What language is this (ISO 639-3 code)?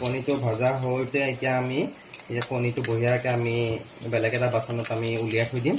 asm